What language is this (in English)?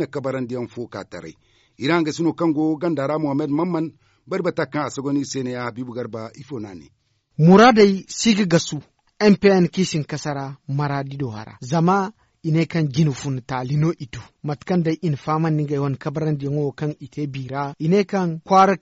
Zarma